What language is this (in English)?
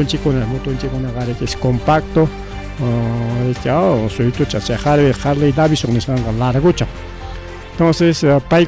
Ayacucho Quechua